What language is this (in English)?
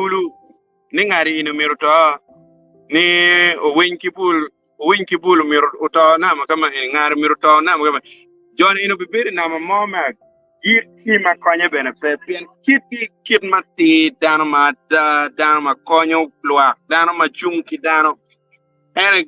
Acoli